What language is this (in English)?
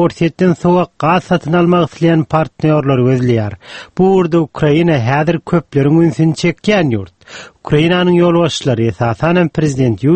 Turkmen